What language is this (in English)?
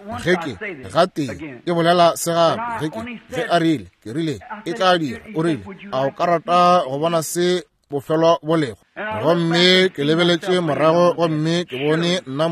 Northern Sotho